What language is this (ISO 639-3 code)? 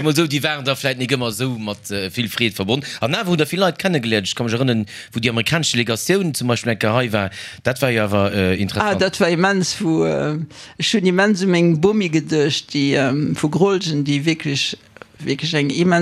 ltz